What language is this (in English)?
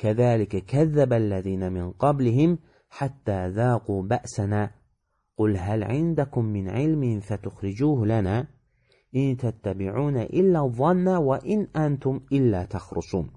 Azerbaijani